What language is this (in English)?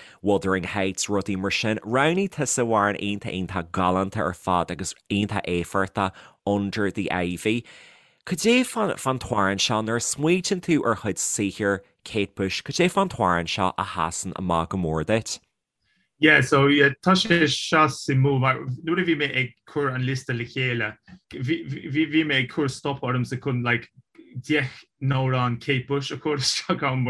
Irish